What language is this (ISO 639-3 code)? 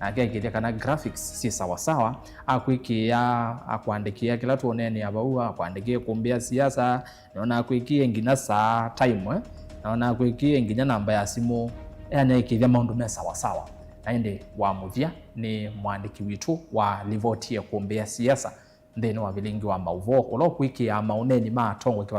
kam